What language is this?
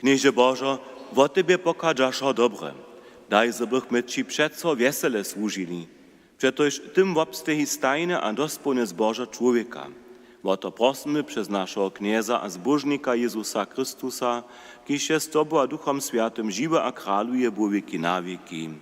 Upper Sorbian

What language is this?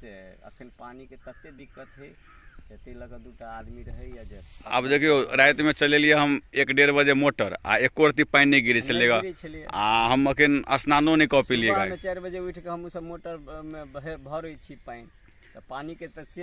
Maithili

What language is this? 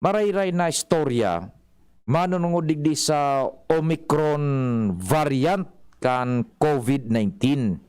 Bikol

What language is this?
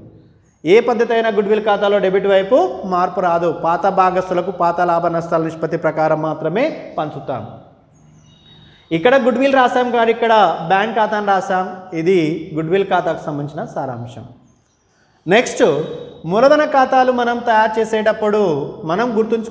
Telugu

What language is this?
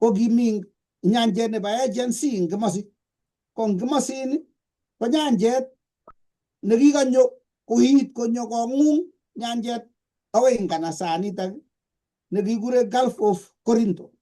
Kalenjin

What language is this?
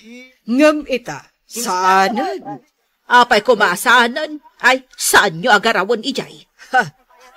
Iloko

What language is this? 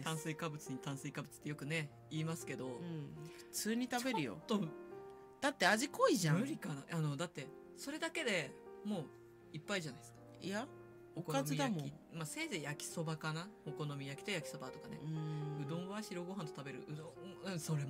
Japanese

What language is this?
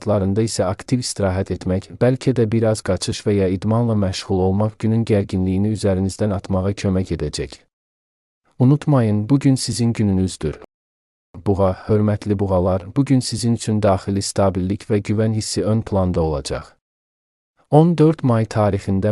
Azerbaijani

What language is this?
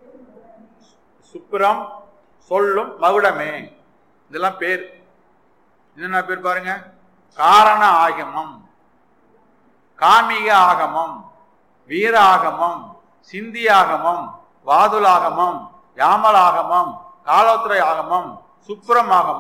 Tamil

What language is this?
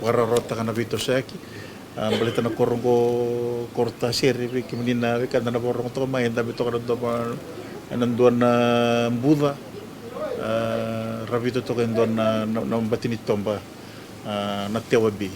Fijian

